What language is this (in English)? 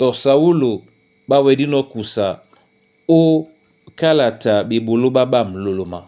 Duala